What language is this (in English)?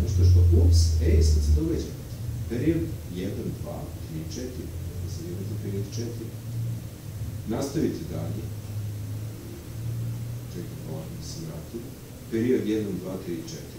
Serbian